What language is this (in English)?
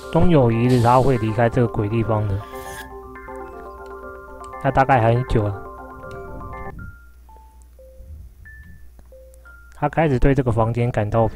Chinese